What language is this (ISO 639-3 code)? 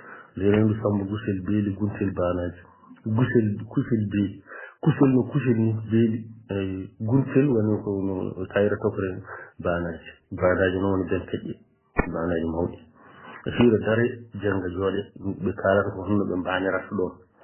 ful